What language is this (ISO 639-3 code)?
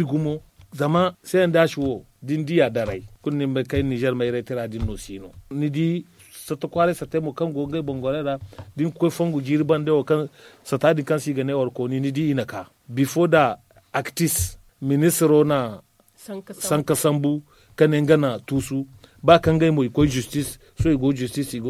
dje